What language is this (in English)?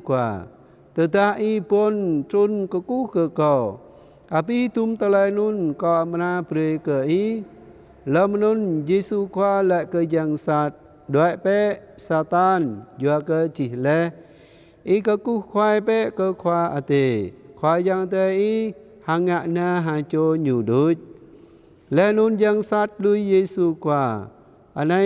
Jarai